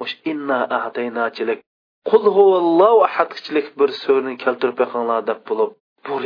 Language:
Uyghur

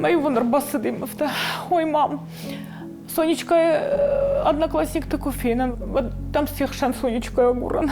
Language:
Ossetic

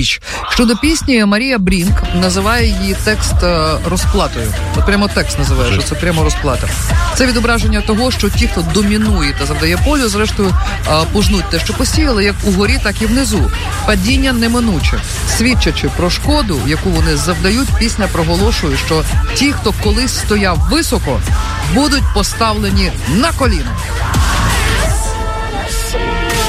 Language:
Ukrainian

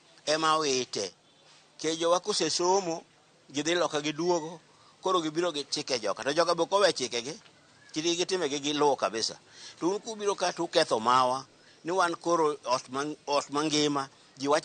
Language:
Luo (Kenya and Tanzania)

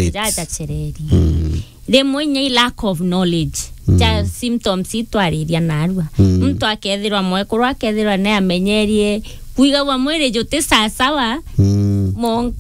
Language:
Meru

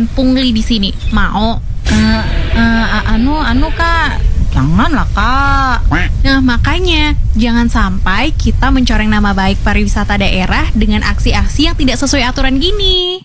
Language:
Indonesian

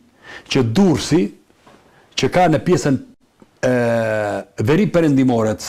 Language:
Albanian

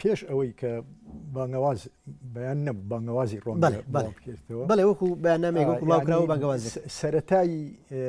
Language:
Central Kurdish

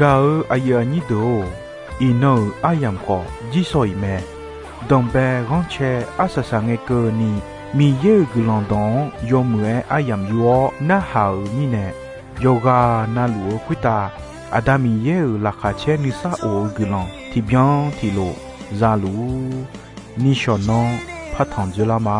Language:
Akha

